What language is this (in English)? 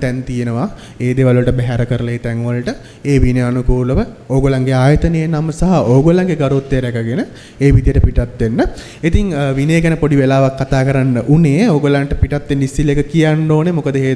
Sinhala